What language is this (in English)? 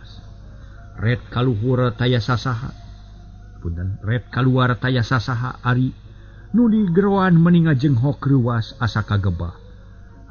Sundanese